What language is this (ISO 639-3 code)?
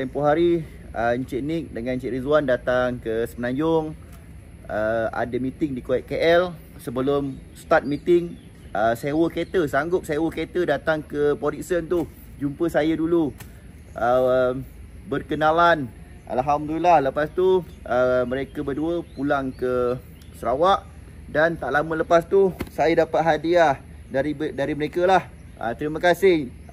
msa